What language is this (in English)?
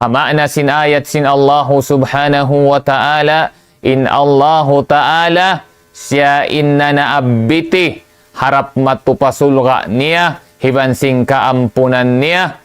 Tausug